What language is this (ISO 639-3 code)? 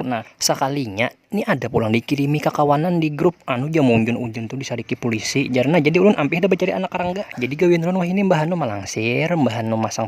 bjn